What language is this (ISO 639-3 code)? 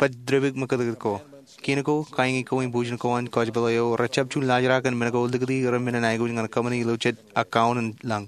mah